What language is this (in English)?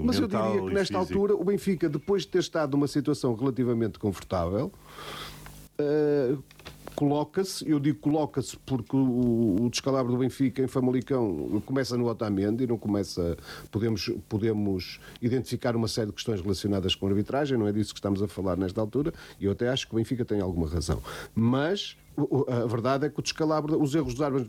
Portuguese